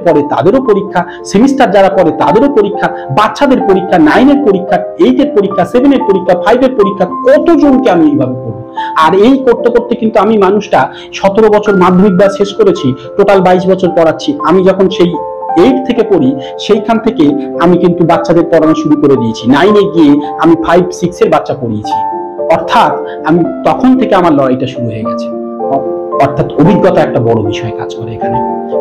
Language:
Bangla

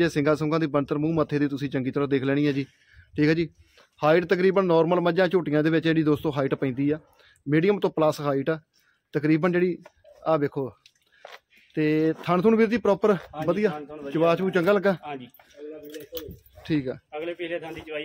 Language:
Punjabi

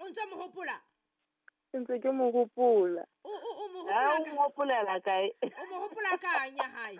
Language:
Southern Sotho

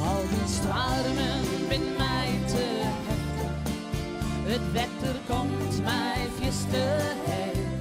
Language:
Western Frisian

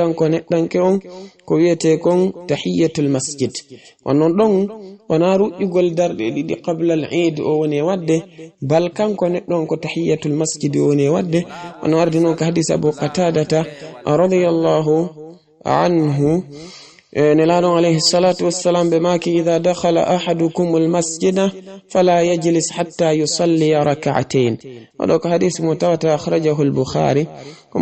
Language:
Fula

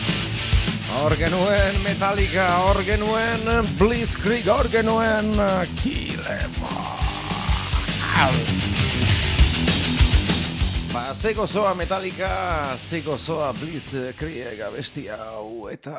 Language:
Basque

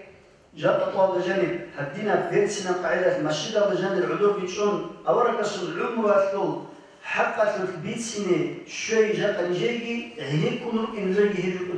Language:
Avaric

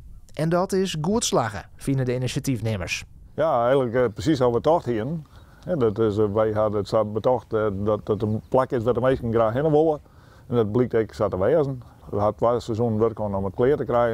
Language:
Western Frisian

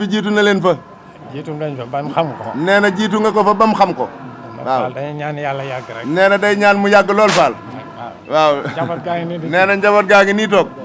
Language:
Wolof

